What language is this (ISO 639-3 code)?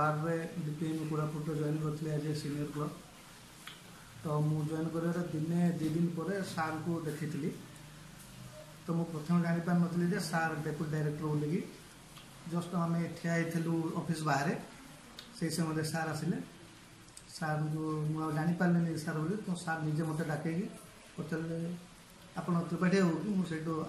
ori